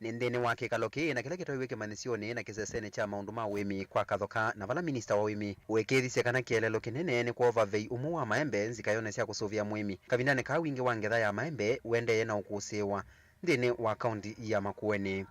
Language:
Kamba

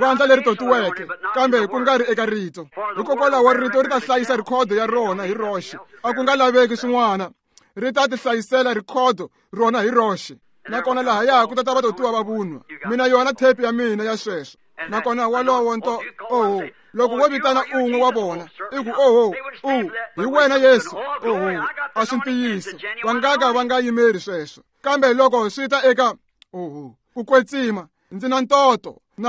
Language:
Tsonga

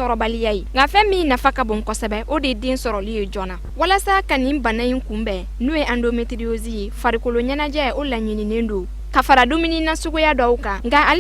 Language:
Bambara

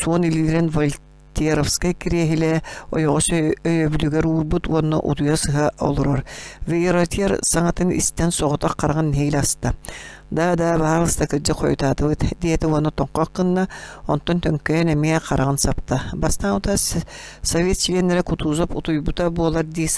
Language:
Yakut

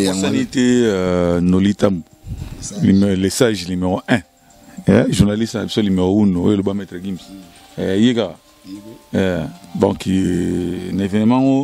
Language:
Lingala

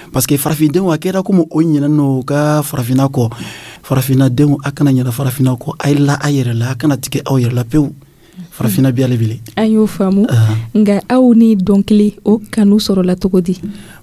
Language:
Dyula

